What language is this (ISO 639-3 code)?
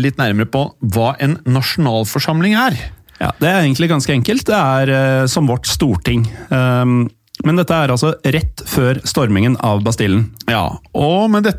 nor